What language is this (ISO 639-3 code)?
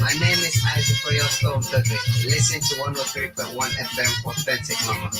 ewe